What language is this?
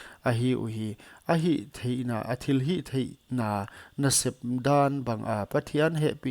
Paite Chin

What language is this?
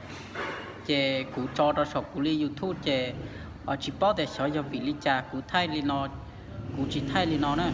Hmong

